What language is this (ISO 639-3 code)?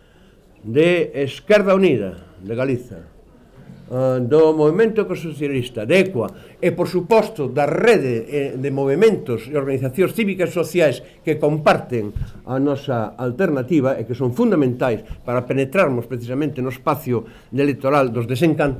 glg